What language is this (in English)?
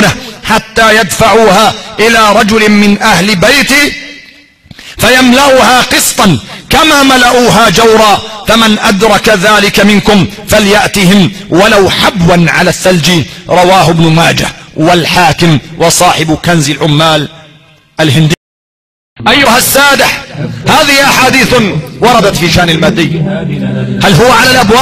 Arabic